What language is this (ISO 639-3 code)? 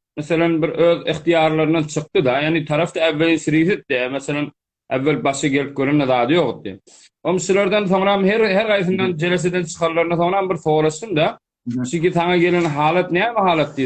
tuk